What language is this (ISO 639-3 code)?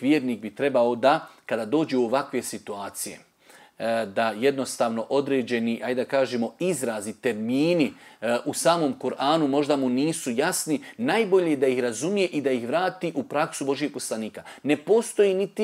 bos